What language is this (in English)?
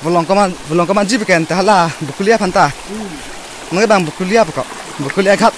Karbi